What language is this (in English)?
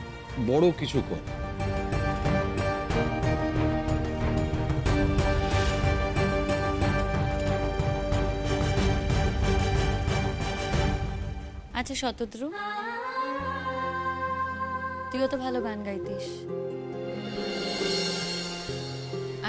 Bangla